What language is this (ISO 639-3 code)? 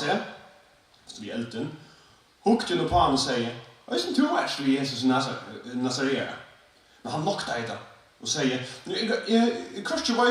fao